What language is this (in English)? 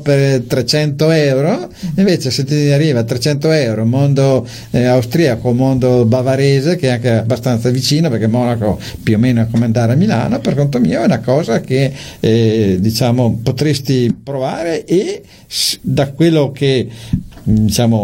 Italian